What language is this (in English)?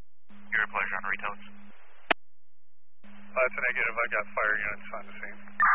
English